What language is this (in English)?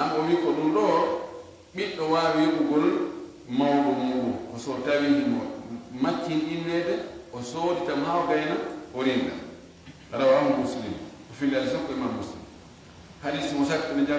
Fula